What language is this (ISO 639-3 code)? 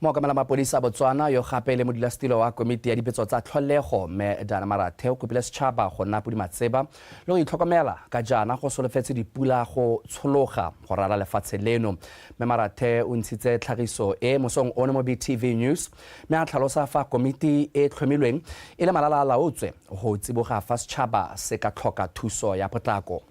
tsn